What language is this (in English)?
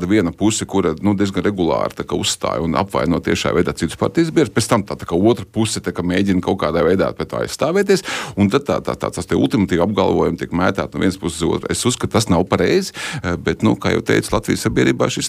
Latvian